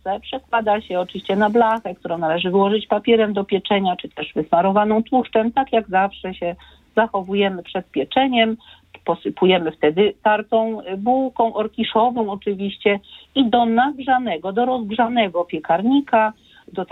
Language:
Polish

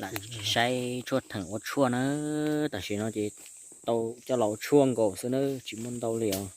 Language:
Hmong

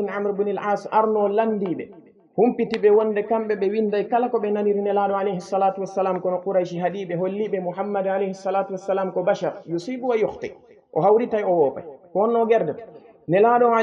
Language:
Fula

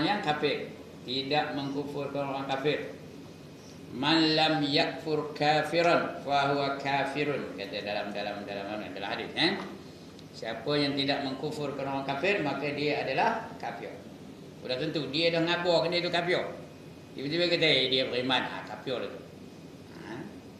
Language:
Malay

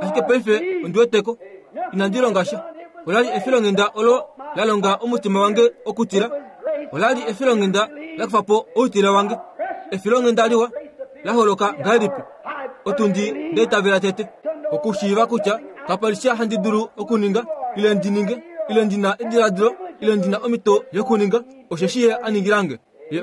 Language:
Kuanyama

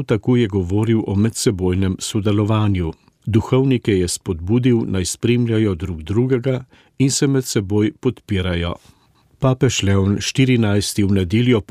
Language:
Slovenian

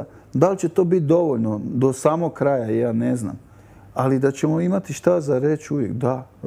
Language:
Croatian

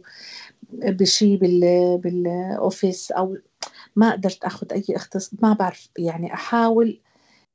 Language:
North Levantine Arabic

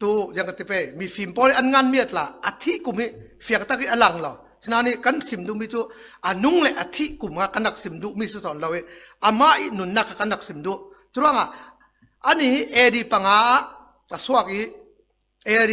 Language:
Falam Chin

